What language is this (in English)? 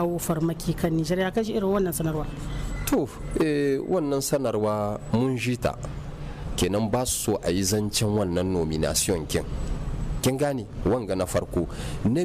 Hausa